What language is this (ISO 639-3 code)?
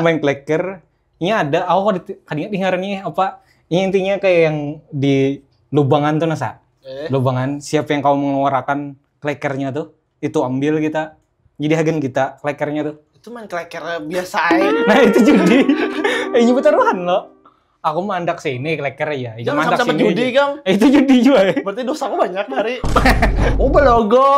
bjn